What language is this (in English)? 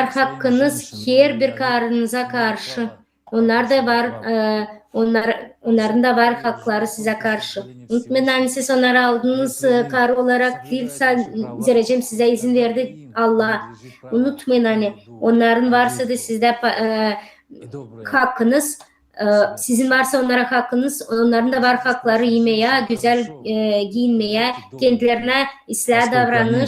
Gagauz